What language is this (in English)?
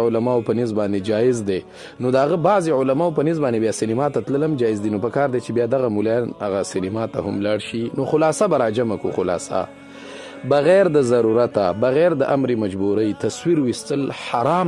Pashto